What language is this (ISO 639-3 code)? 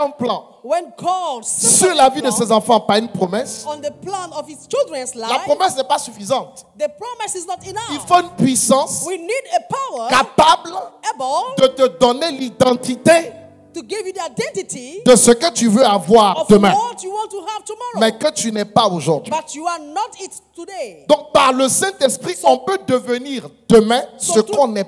fra